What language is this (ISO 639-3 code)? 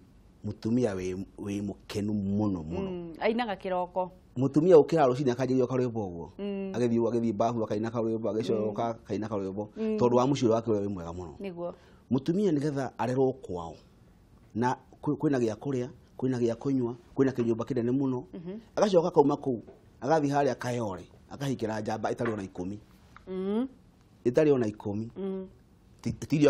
kik